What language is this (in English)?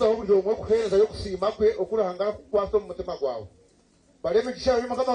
Nyankole